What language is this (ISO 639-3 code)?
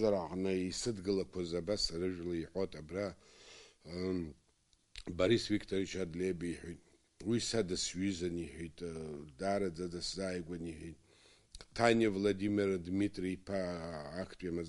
abk